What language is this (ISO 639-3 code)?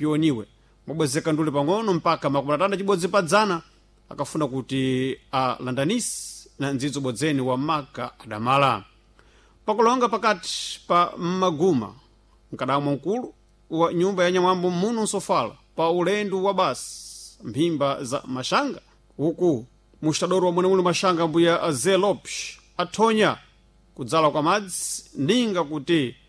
seh